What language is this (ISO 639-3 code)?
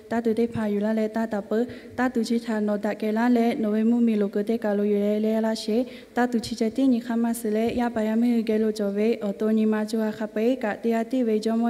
lhu